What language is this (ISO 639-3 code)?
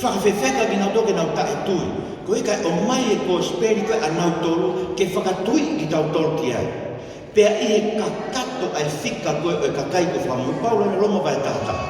ton